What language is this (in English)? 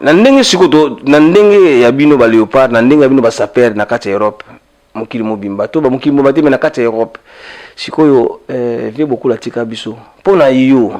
Lingala